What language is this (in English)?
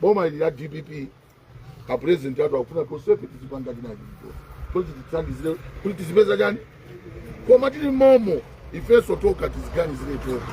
Nyanja